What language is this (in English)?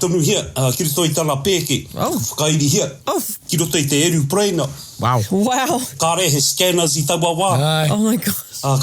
Māori